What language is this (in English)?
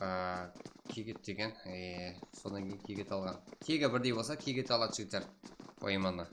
Kara-Kalpak